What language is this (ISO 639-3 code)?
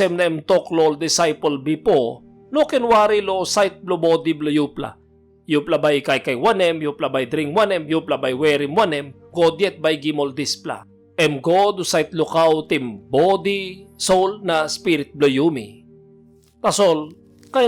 tpi